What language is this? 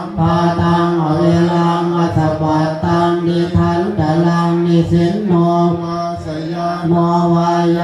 Pali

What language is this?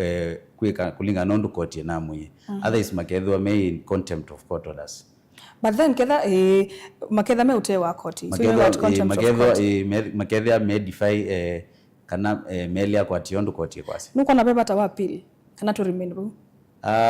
Kamba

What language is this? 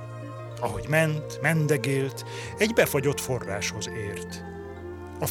Hungarian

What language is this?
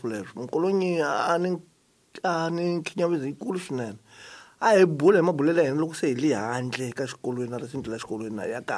Tsonga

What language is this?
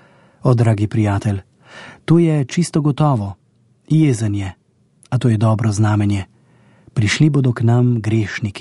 Slovenian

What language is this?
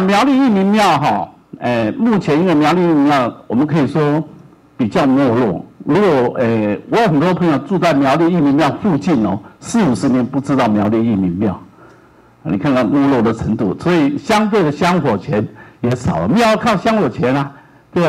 Chinese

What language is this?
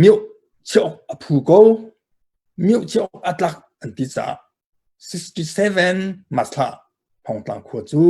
Hakha Chin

